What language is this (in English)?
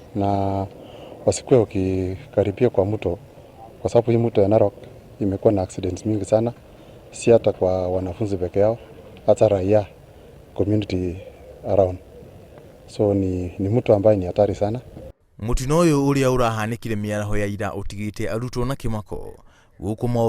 Kikuyu